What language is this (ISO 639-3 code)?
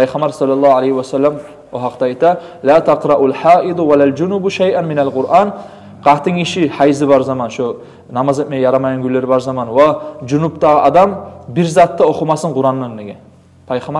kum